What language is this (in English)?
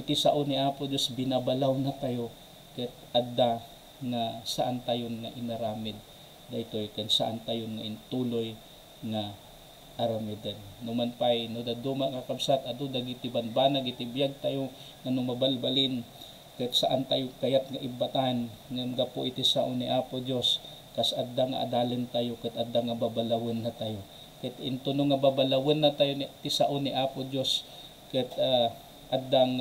Iloko